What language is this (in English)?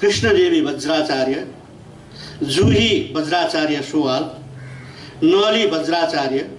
Newari